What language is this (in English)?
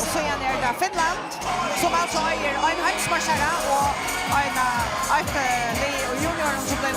Faroese